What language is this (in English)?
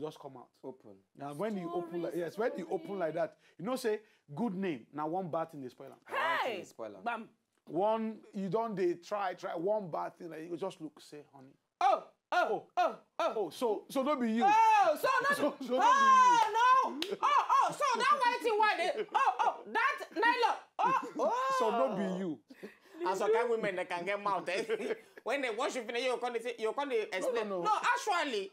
Nigerian Pidgin